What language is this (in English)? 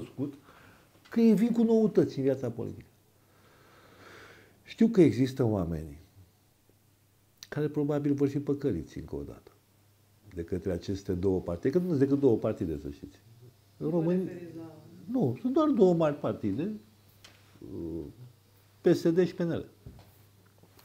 Romanian